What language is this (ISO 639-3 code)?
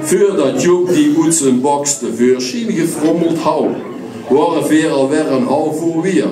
lim